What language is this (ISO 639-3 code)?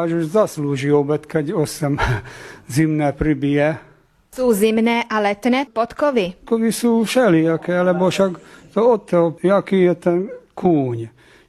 slk